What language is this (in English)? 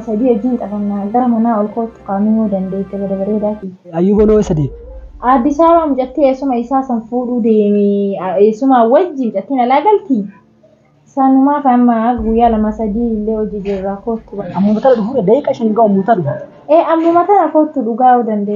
Oromo